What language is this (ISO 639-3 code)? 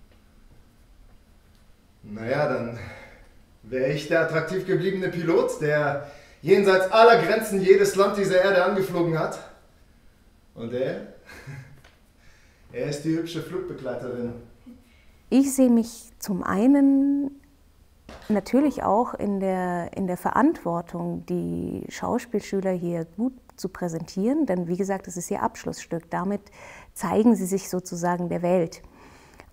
deu